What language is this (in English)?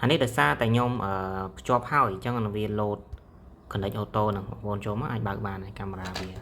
Khmer